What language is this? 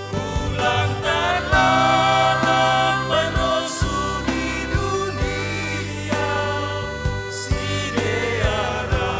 Batak Simalungun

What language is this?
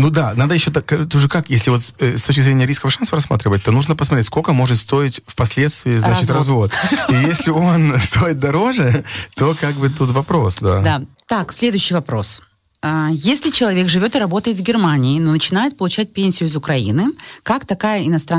Russian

